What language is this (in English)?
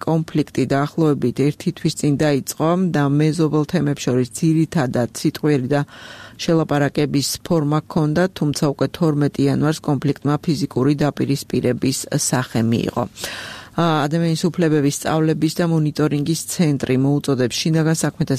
Georgian